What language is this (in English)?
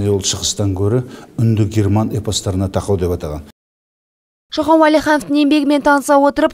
Kazakh